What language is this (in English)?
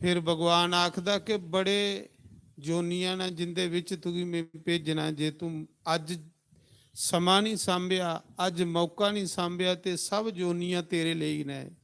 Dogri